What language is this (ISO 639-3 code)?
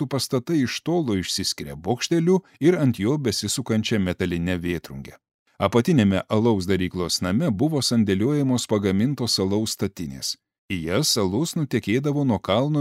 lit